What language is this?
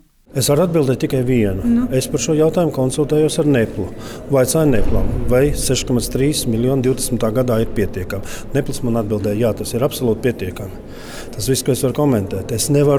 Latvian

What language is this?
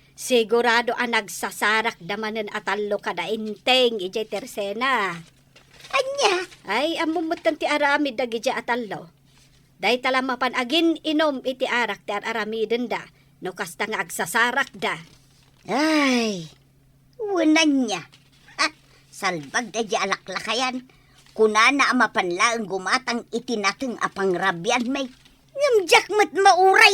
Iloko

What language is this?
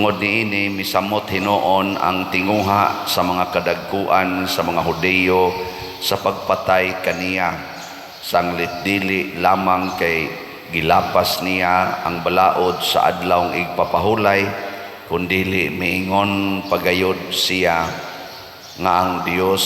Cebuano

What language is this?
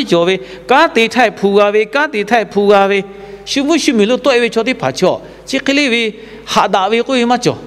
Lahu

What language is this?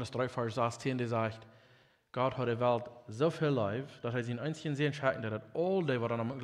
Plautdietsch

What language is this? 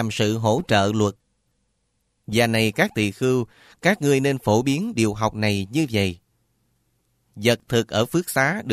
Vietnamese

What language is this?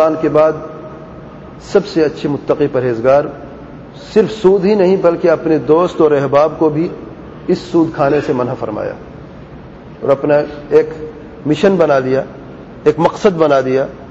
Urdu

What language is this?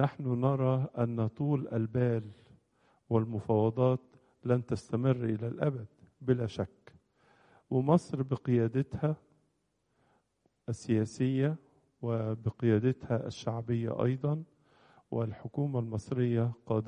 Egyptian Arabic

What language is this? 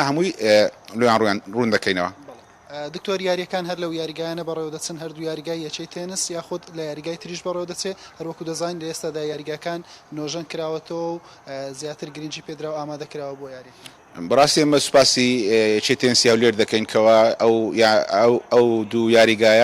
Central Kurdish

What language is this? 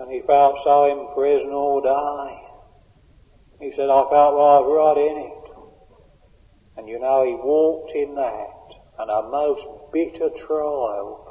English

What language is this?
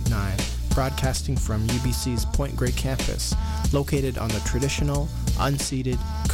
English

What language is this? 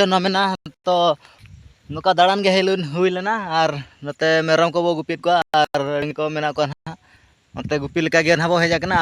Santali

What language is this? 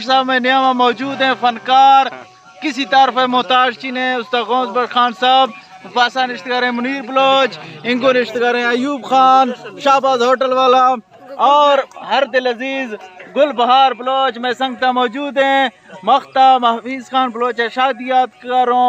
Eastern Balochi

